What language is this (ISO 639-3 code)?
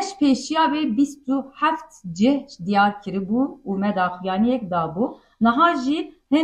kur